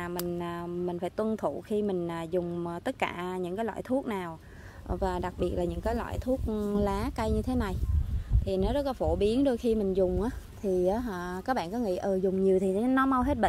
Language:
Vietnamese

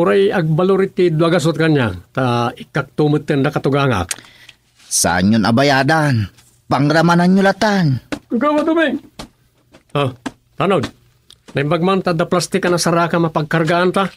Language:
Iloko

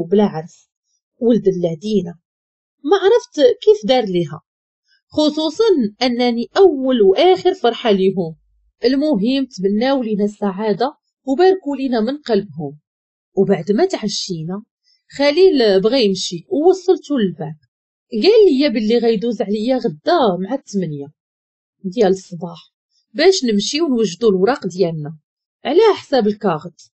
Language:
Moroccan Arabic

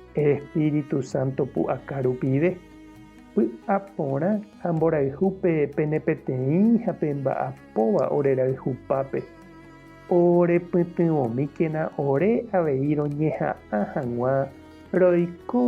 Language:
Guarani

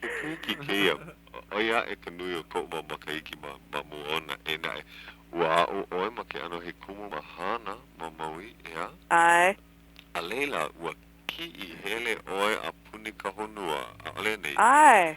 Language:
Hawaiian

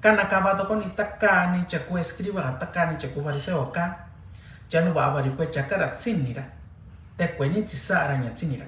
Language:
Mixtepec Mixtec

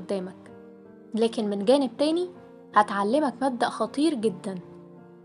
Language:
Egyptian Arabic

